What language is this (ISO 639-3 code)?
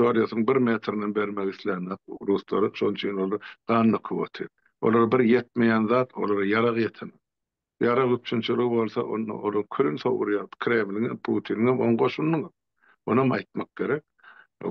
tuk